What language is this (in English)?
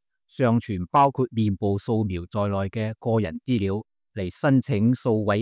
Cantonese